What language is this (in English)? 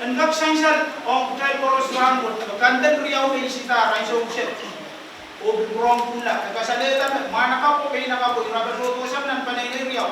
Pohnpeian